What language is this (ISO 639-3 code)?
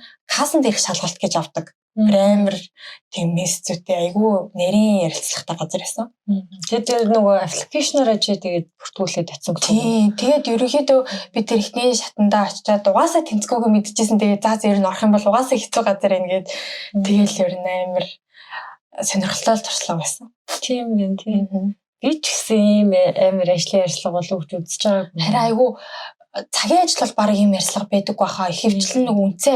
mon